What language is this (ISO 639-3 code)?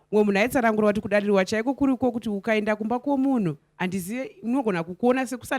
sna